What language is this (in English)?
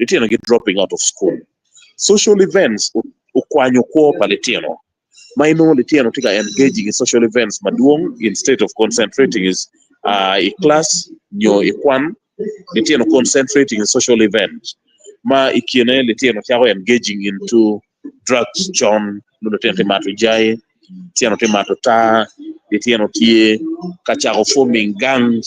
Acoli